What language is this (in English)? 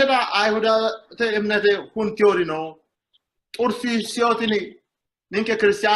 Sidamo